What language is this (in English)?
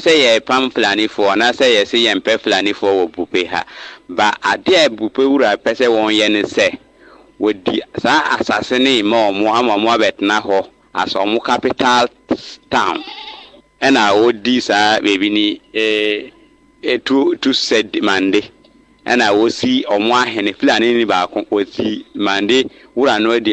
Akan